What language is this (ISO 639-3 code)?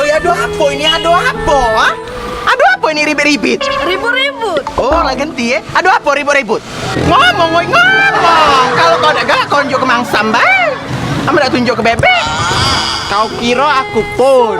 mui